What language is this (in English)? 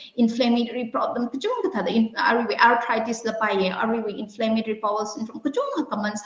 Tangkhul Naga (India)